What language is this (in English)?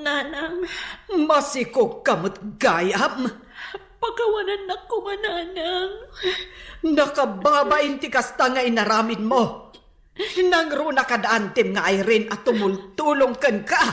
Iloko